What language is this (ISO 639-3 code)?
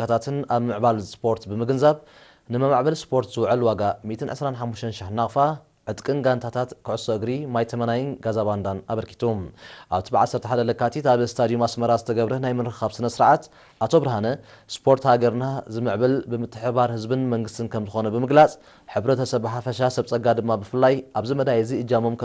tir